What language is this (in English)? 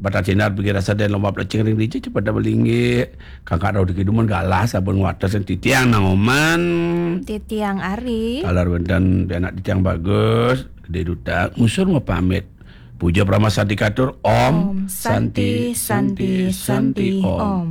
Balinese